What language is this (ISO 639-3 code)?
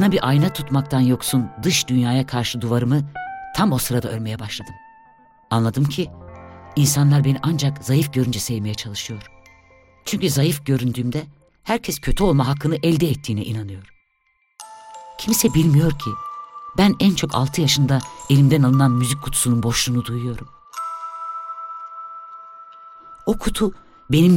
tur